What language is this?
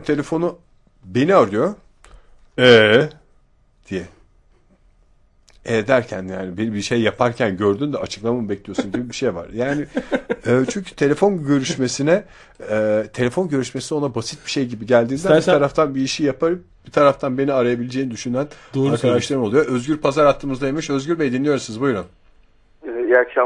Turkish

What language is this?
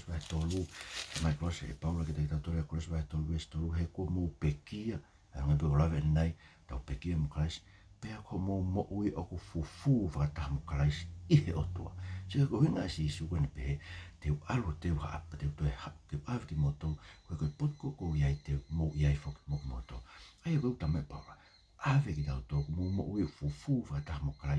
Tongan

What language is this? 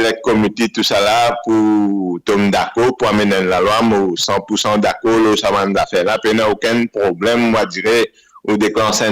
Morisyen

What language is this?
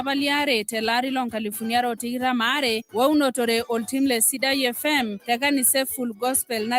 Masai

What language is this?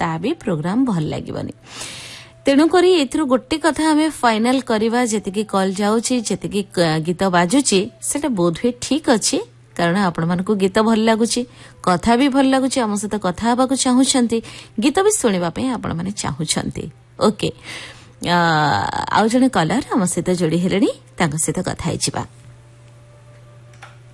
Odia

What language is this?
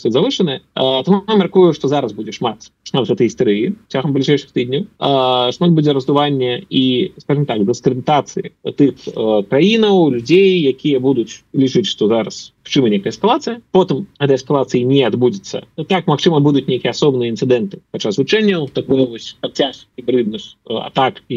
Belarusian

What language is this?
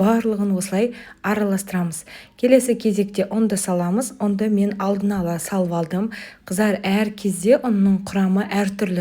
Kazakh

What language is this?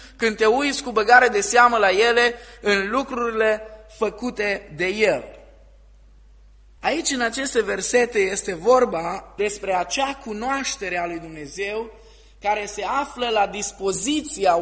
Romanian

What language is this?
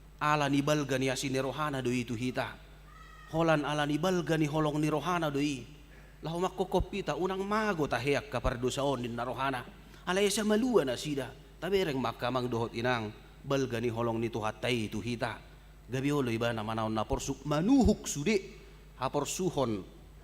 Batak Toba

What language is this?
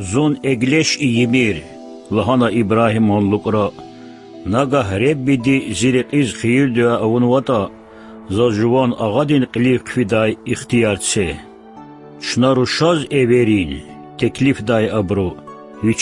Lezghian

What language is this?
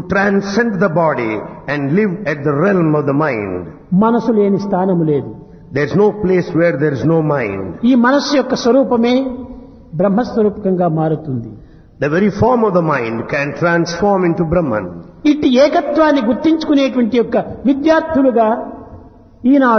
Telugu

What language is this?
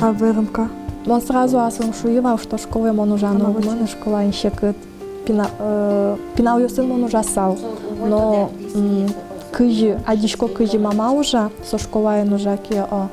Udmurt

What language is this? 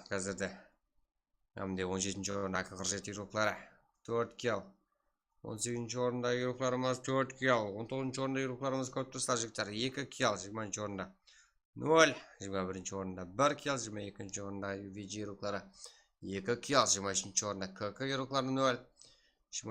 Kara-Kalpak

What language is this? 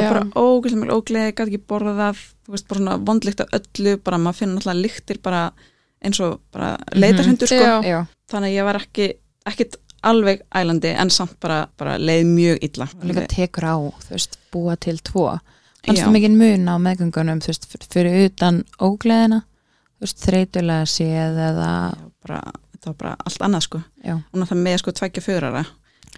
Icelandic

